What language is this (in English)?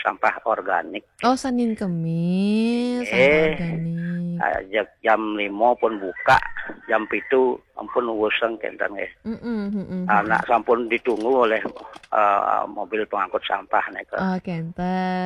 Balinese